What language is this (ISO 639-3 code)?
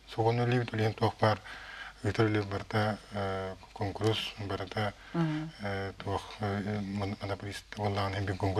sah